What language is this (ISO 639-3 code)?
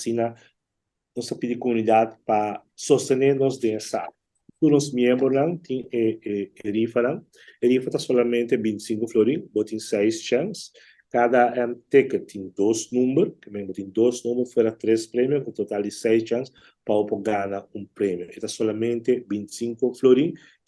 pap